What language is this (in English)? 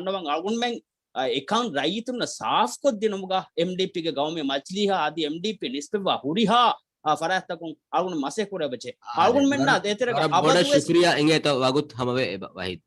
Divehi